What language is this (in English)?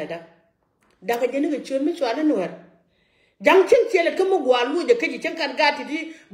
Nuer